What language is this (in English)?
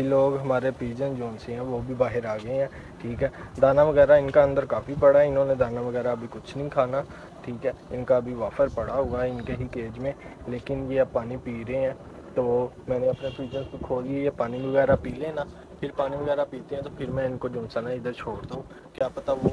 Urdu